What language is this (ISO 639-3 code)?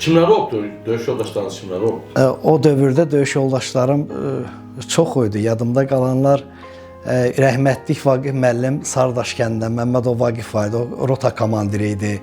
aze